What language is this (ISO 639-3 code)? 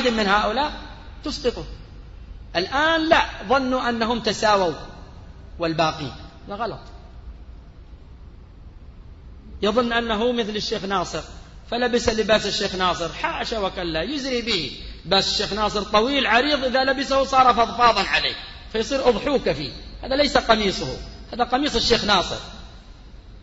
ara